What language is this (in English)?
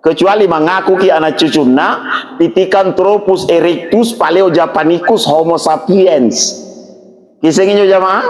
Makasar